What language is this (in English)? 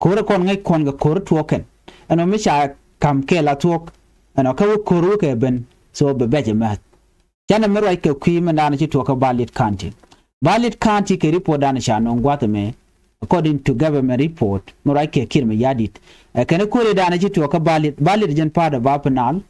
Nuer